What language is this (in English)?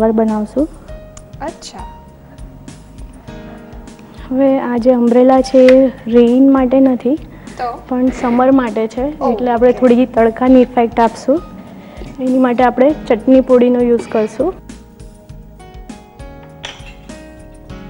Gujarati